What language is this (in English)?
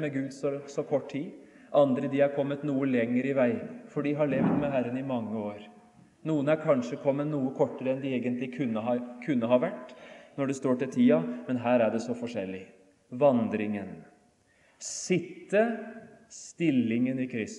Norwegian